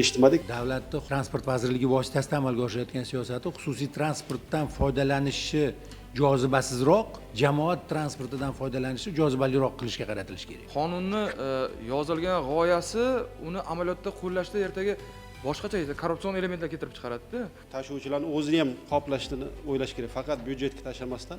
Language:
Uzbek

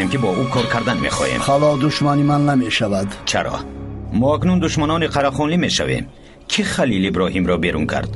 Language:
Persian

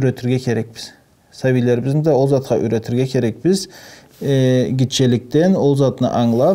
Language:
Karachay-Balkar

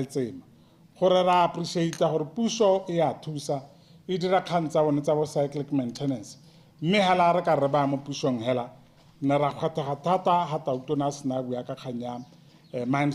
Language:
Tswana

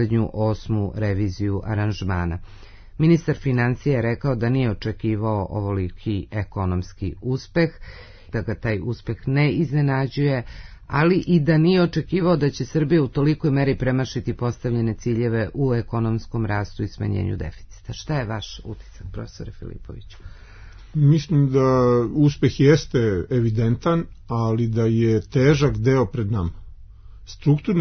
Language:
Serbian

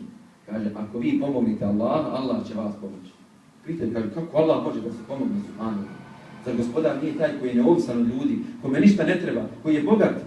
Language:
Bosnian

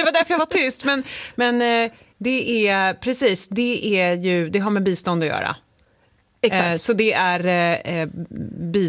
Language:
Swedish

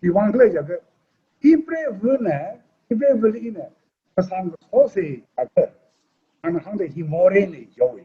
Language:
Tangkhul Naga (India)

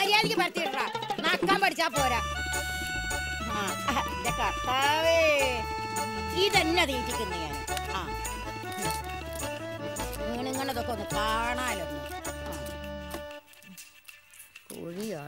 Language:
Malayalam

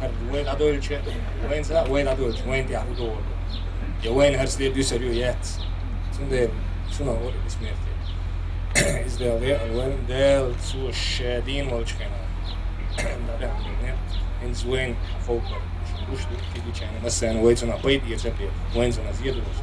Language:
Chechen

